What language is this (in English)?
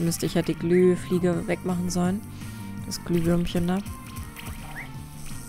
German